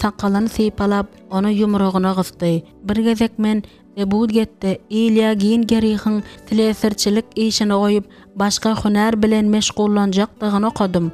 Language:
Turkmen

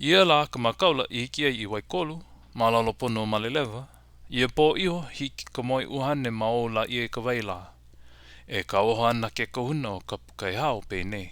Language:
Hawaiian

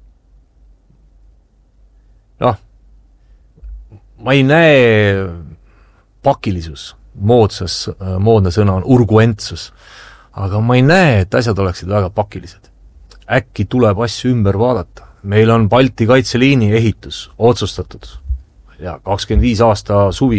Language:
Estonian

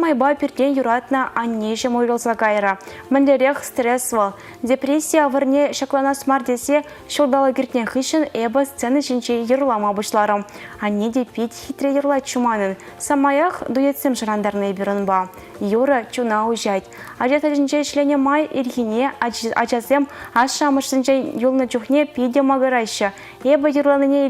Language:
Chuvash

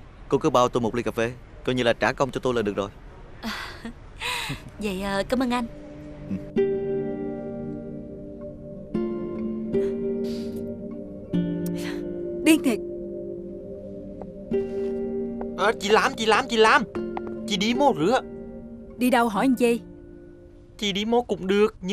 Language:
Vietnamese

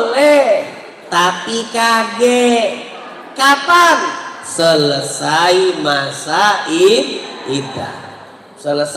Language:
Musi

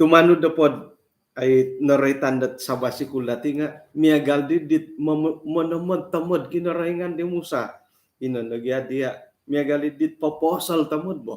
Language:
Central Dusun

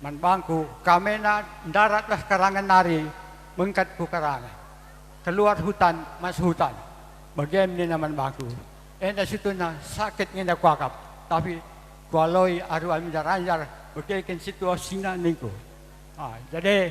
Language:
Batak Karo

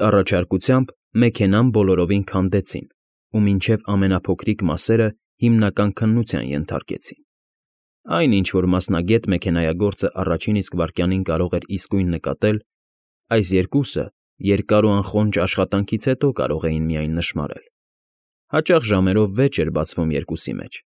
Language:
Armenian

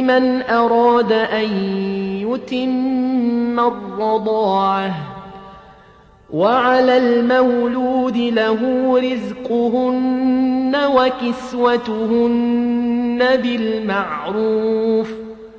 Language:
Arabic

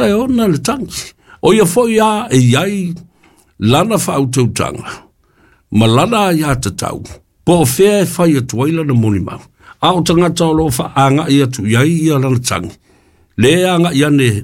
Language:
Samoan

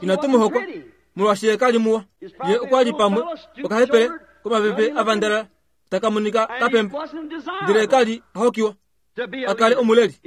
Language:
Kuanyama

